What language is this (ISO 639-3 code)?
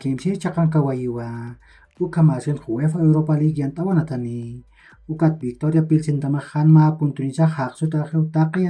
aym